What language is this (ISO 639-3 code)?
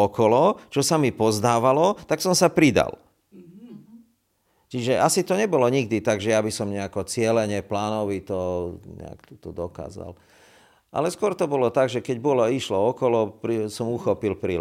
slk